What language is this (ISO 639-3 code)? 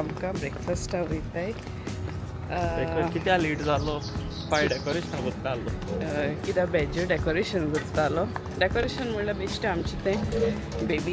kok